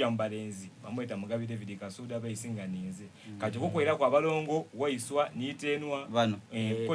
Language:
Soga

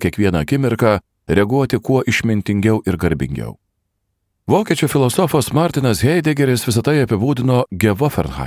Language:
Lithuanian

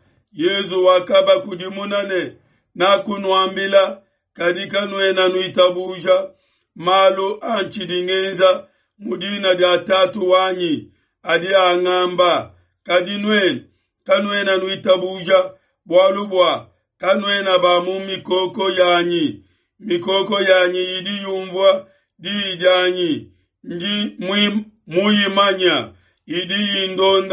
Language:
Luba-Lulua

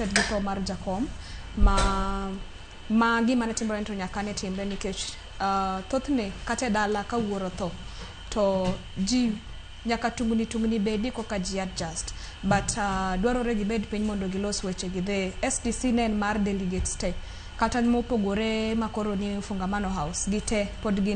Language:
Luo (Kenya and Tanzania)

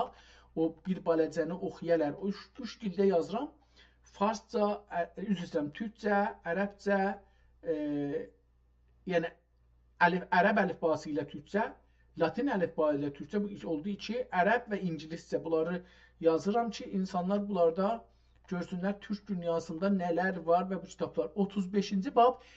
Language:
South Azerbaijani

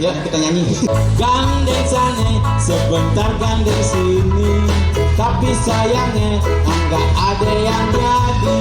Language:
Betawi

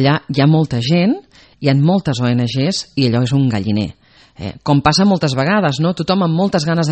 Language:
Catalan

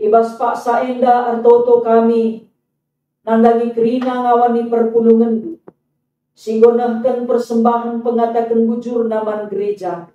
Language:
Batak Karo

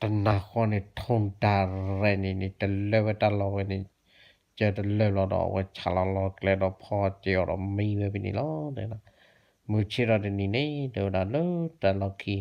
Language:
S'gaw Karen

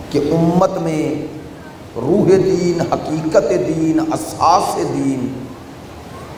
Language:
Urdu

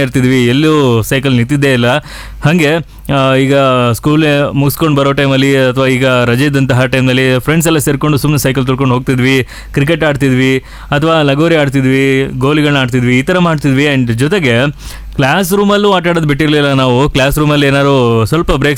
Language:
Kannada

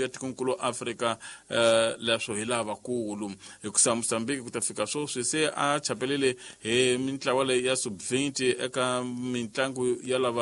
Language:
Tsonga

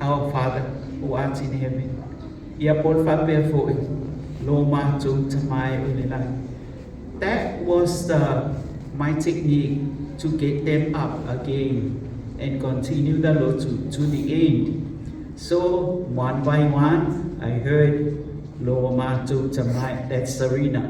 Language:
Samoan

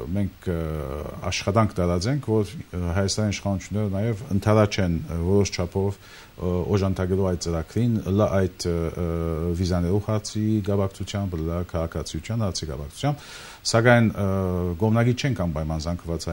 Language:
Armenian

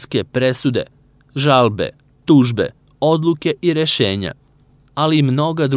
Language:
Serbian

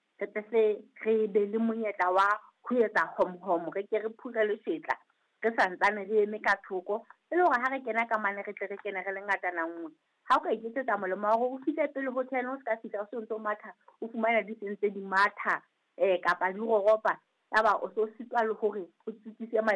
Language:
Southern Sotho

